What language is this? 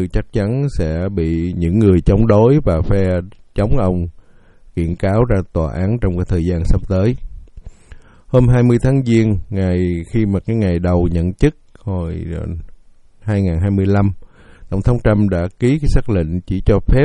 Vietnamese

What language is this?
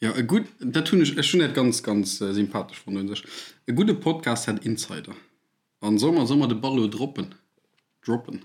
Luxembourgish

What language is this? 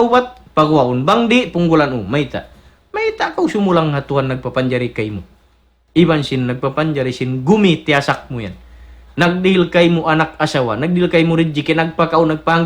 Tausug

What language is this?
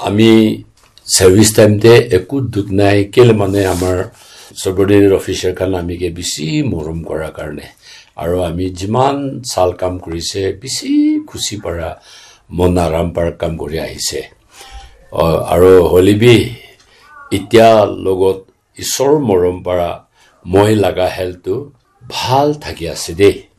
Naga Pidgin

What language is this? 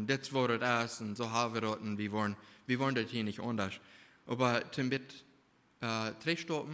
Plautdietsch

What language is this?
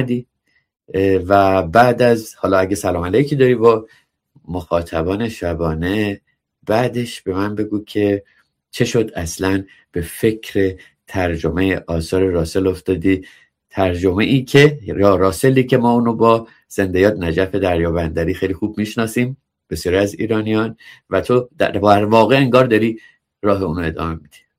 Persian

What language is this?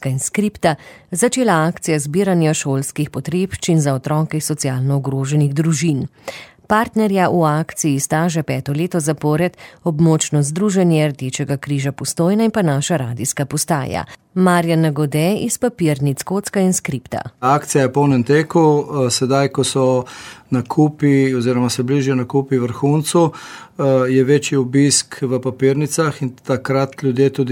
Slovenian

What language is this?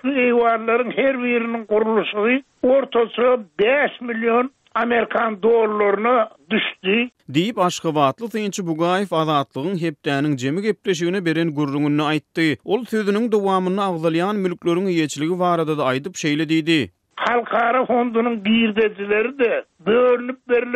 Turkmen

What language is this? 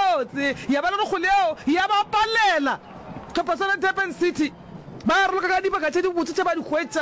Northern Sotho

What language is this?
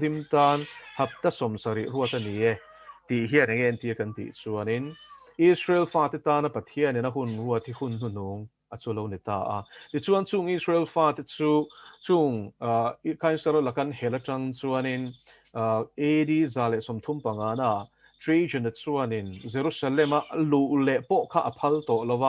Mizo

